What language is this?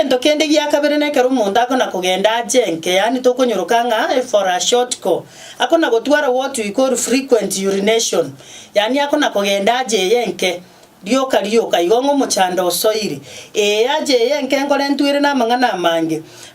Gusii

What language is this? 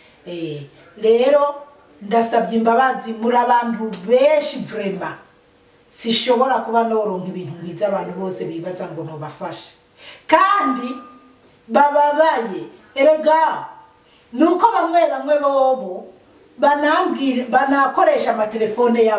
Rundi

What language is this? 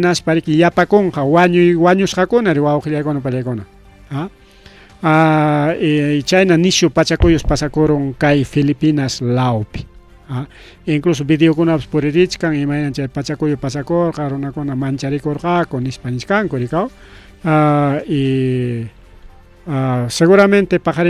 Ayacucho Quechua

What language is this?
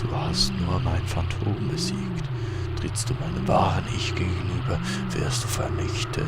Swiss German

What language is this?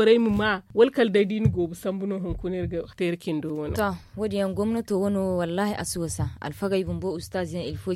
Zarma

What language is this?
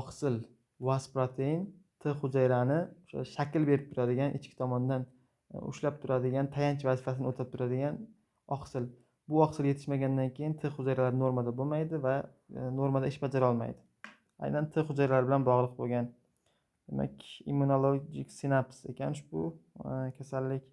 Uzbek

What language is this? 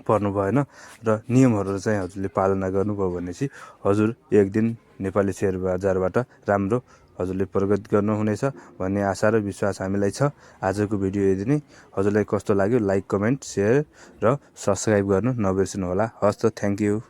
Nepali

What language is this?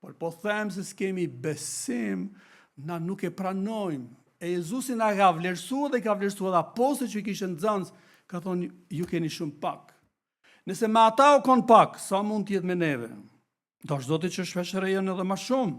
Albanian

